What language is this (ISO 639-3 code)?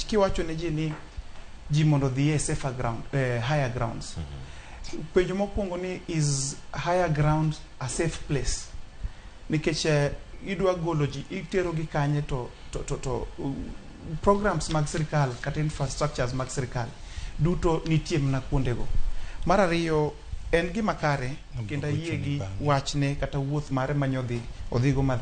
luo